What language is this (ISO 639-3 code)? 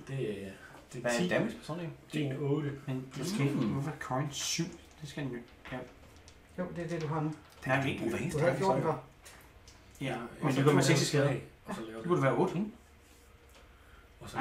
dan